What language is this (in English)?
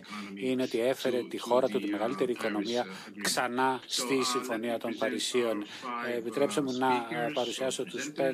Greek